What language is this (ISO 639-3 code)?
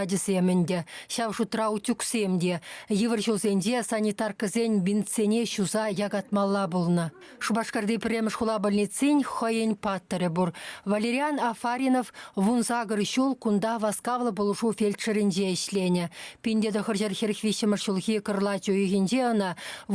chv